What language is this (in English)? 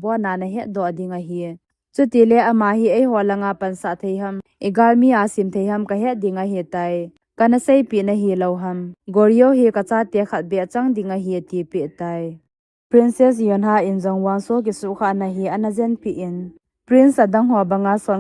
Thado Chin